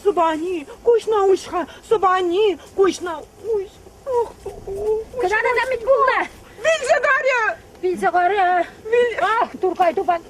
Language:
Chuvash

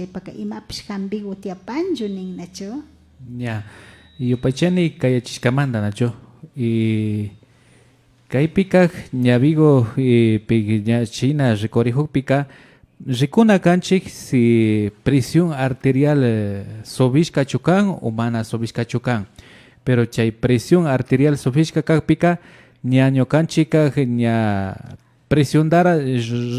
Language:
Imbabura Highland Quichua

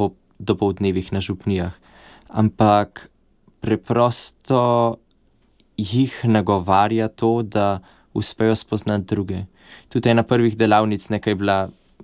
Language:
Slovenian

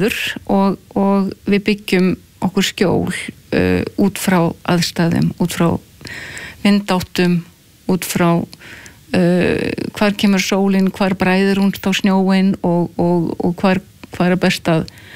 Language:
Icelandic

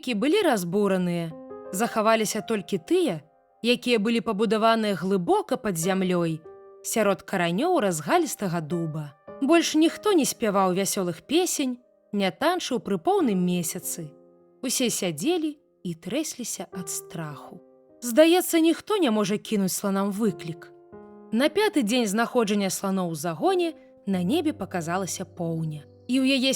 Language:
Belarusian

